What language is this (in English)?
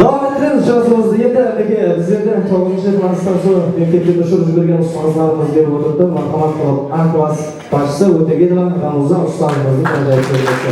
Kara-Kalpak